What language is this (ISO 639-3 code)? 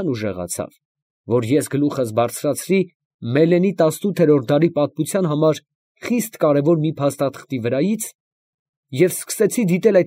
hye